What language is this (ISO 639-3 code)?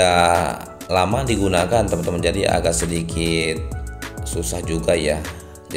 ind